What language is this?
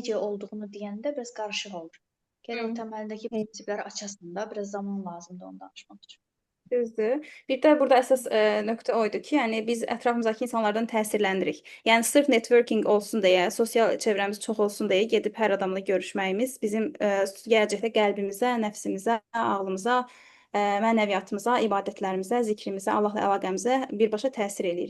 Azerbaijani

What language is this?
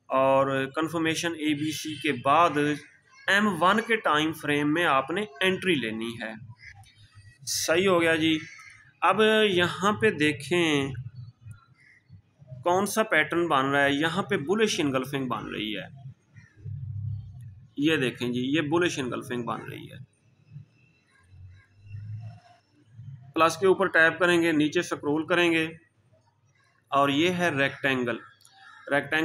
Hindi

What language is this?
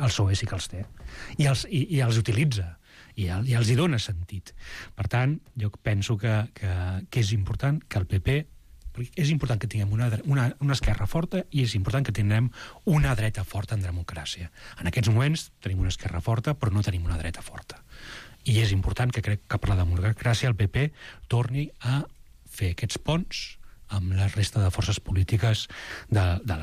Catalan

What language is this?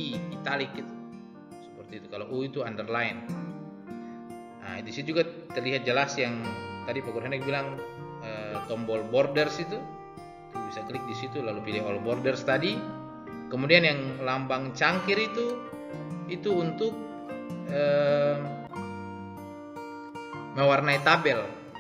Indonesian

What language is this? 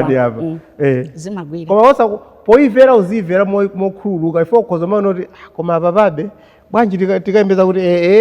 Nyanja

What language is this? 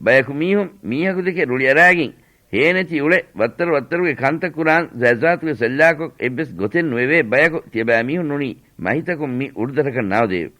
Divehi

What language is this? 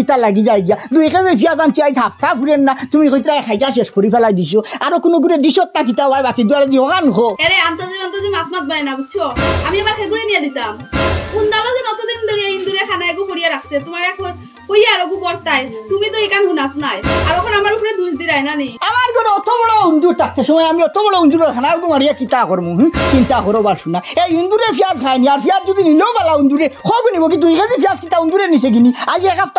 Sylheti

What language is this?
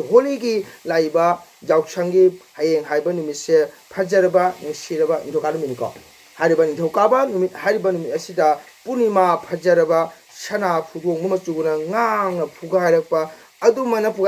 Manipuri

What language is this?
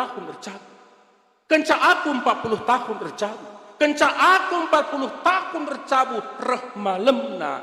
Batak Karo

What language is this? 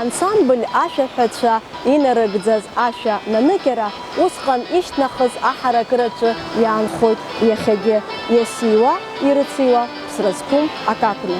Abkhazian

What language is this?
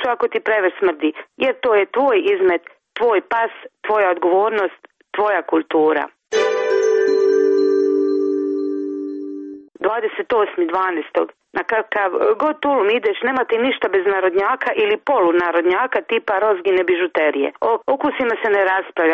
Croatian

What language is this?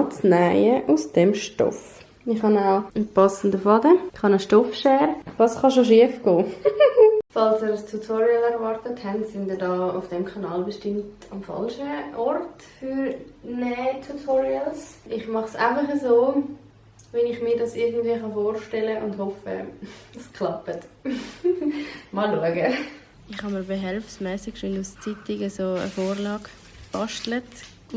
Swiss German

